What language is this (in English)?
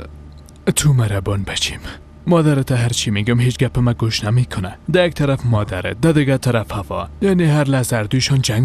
Persian